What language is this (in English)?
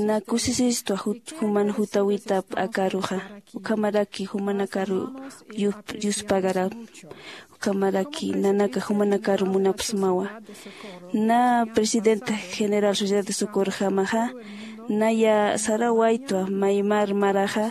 Aymara